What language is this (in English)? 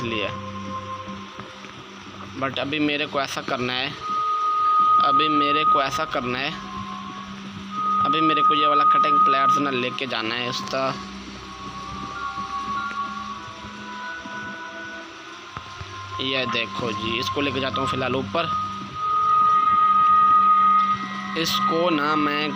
Hindi